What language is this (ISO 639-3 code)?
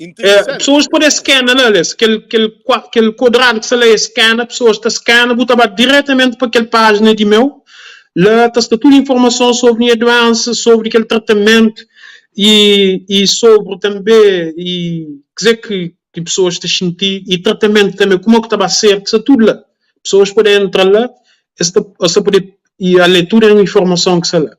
kea